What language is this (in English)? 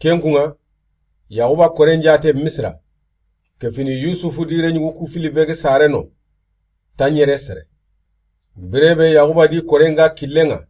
Soninke